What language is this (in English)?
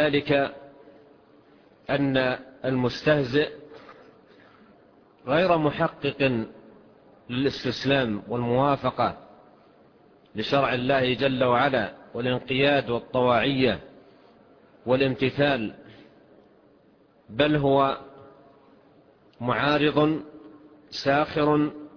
Arabic